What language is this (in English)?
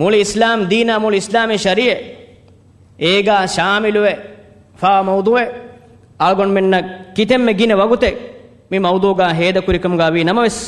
Divehi